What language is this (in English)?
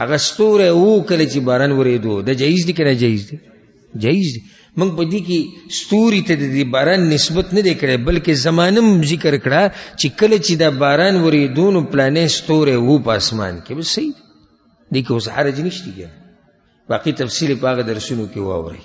Pashto